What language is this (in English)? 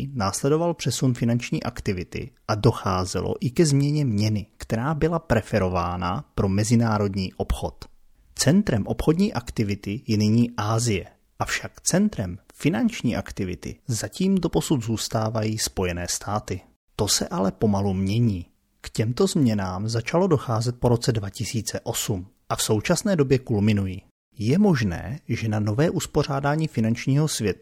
Czech